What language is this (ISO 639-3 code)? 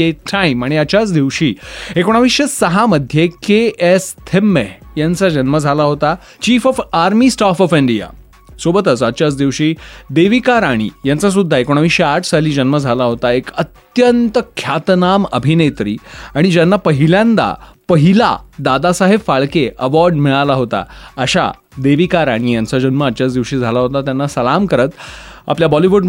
mar